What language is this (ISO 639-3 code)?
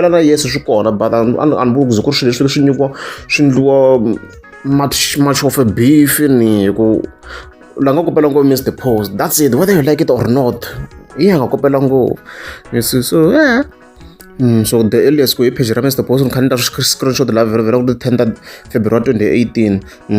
tso